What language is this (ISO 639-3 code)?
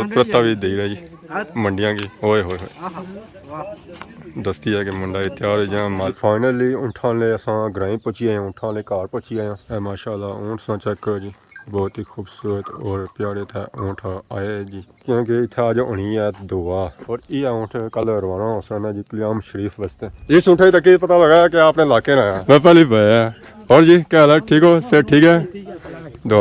phr